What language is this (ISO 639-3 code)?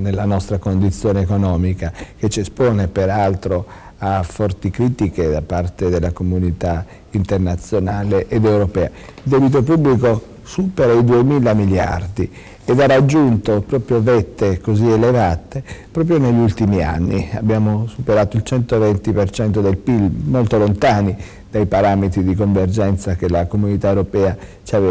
ita